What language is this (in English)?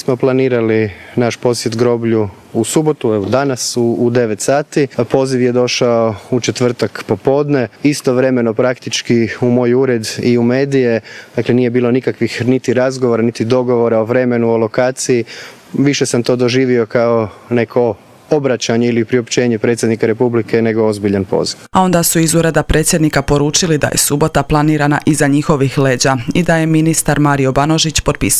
Croatian